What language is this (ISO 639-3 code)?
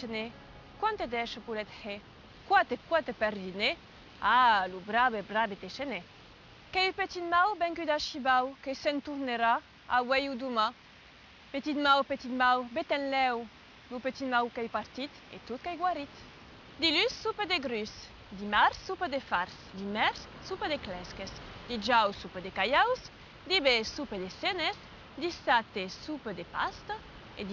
oci